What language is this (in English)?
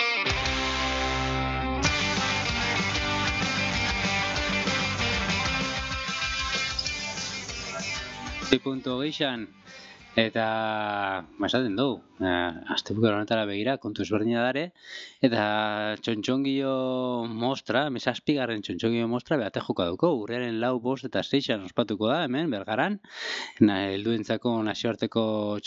Basque